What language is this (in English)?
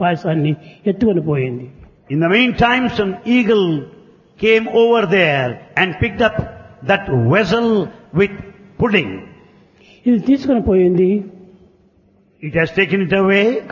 Telugu